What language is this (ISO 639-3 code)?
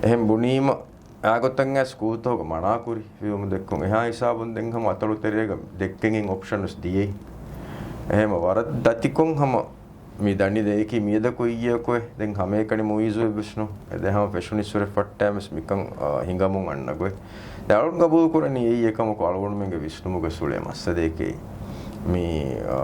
div